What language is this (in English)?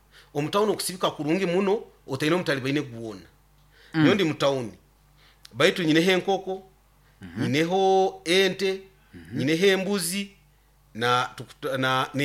Nyoro